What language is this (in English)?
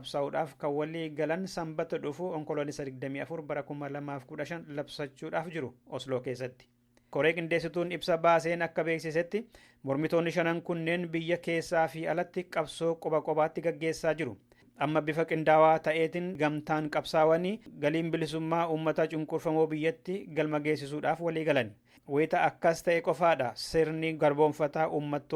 Oromo